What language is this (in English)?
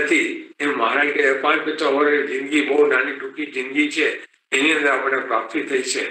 Gujarati